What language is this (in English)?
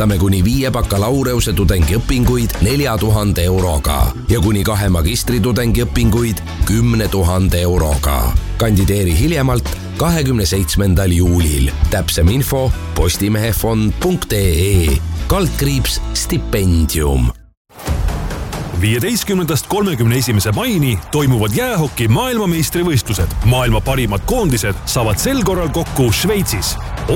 Estonian